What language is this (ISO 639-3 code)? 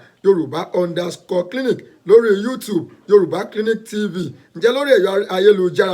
yor